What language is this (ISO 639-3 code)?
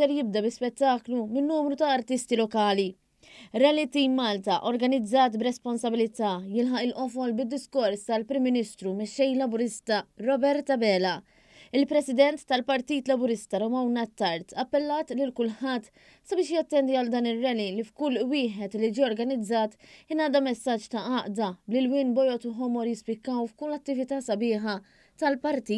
mlt